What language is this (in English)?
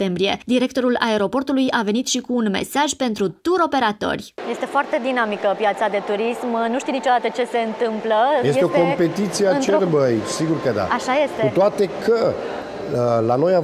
Romanian